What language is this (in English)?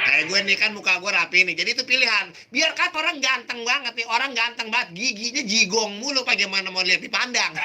Betawi